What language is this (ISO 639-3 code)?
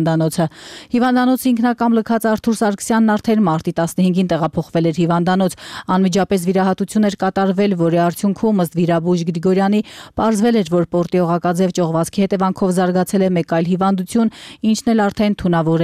hye